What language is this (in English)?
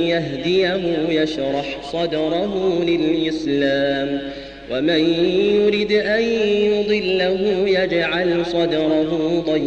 Arabic